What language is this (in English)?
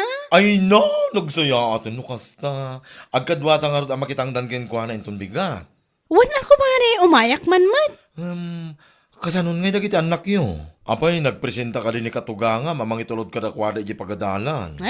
Iloko